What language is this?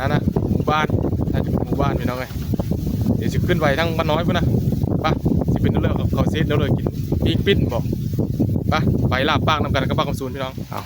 Northeastern Thai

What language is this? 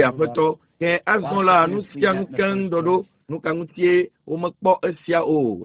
Ewe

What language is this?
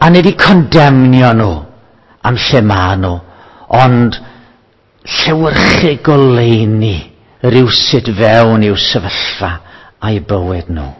Welsh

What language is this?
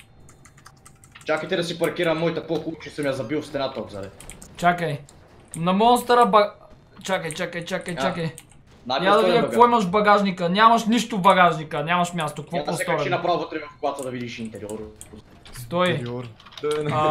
Bulgarian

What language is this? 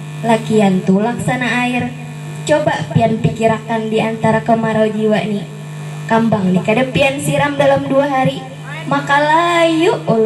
Banjar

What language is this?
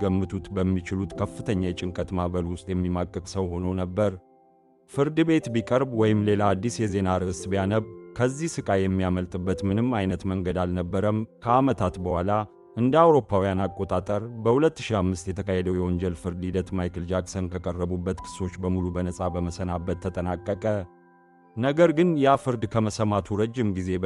Amharic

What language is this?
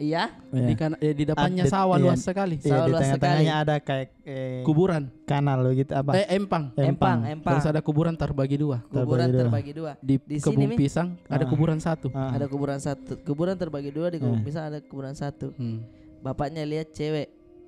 Makassar Malay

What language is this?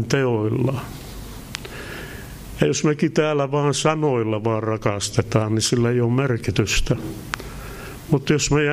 Finnish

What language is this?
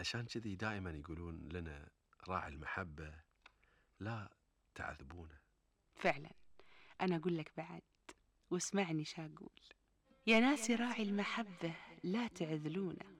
Gulf Arabic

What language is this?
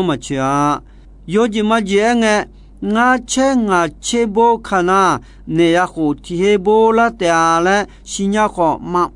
Akha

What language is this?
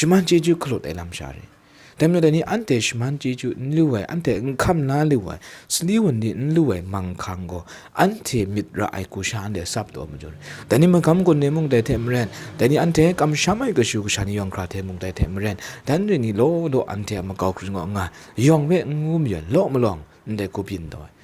Kachin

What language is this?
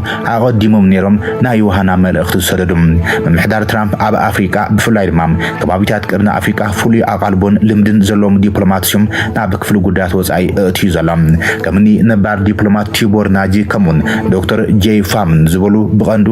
Tigrinya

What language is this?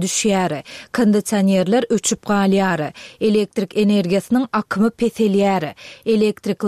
Turkmen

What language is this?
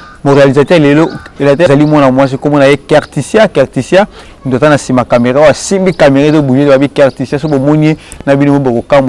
Lingala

